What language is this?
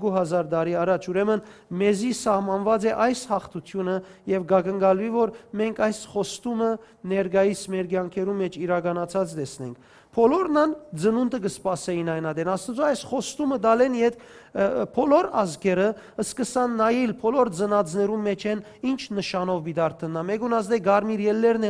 Western Armenian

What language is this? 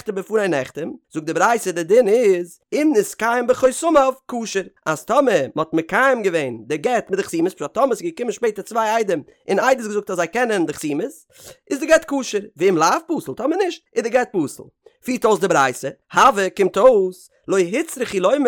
Yiddish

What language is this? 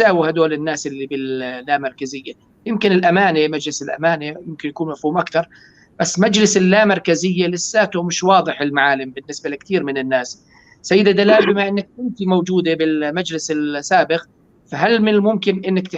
North Levantine Arabic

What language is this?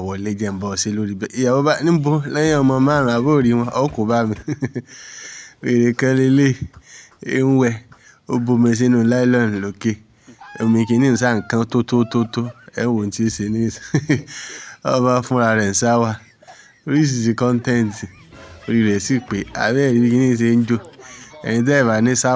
Yoruba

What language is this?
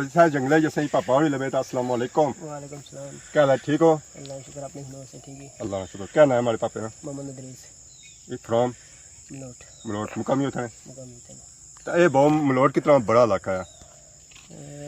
Pahari-Potwari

